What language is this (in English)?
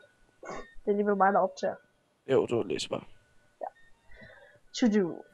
Danish